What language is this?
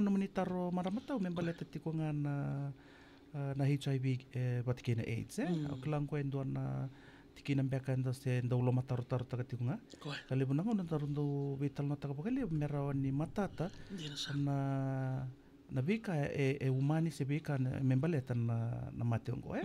Fijian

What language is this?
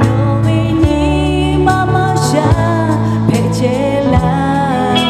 Lahu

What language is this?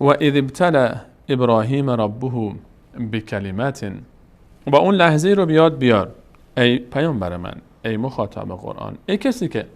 Persian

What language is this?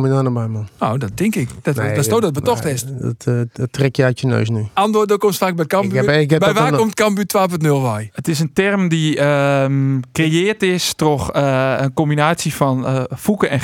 Western Frisian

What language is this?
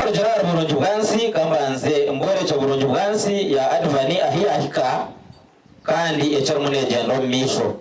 Nyankole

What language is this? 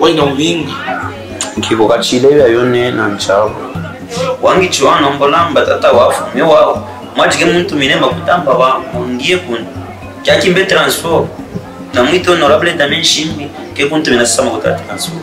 Luba-Katanga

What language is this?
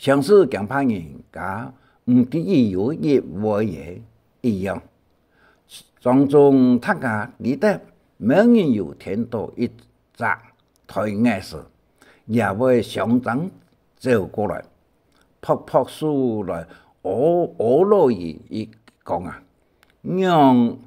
Hakka Chinese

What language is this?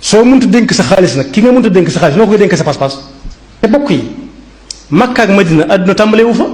Wolof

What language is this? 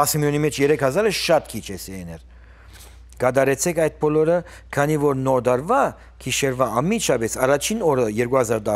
Western Armenian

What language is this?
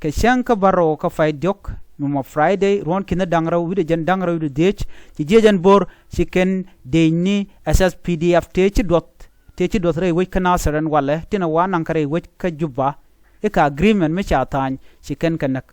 Nuer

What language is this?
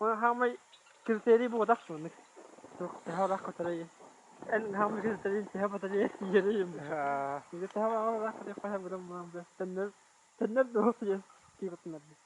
Yakut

